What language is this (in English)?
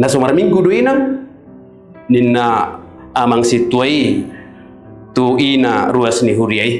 Batak Toba